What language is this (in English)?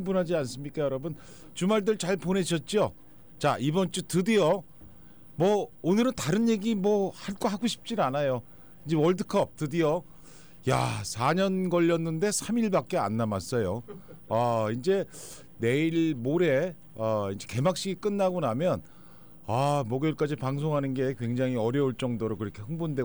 Korean